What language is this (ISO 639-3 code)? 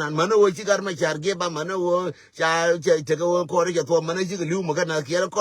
nus